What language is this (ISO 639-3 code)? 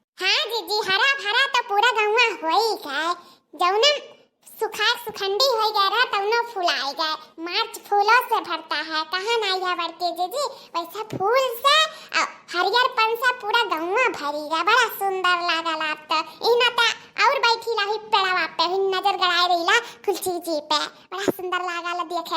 awa